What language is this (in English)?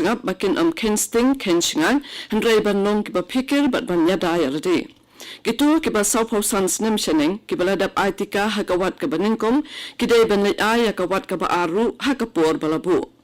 Khasi